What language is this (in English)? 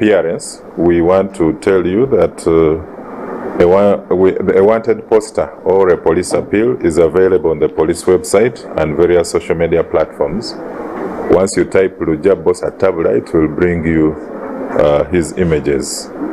Nyankole